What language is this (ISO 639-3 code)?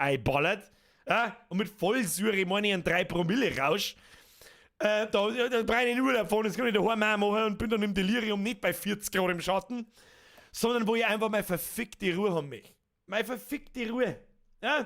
bar